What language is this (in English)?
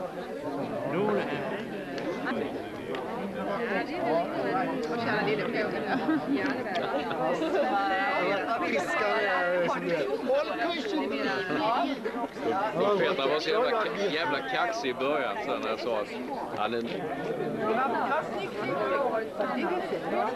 Swedish